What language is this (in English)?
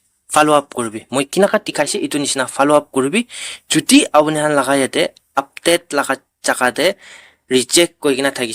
Naga Pidgin